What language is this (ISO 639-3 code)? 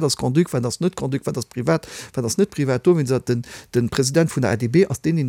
ltz